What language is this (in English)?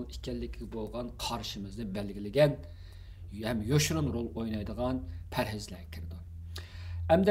Uyghur